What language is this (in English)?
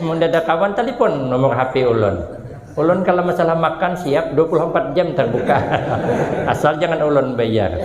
Banjar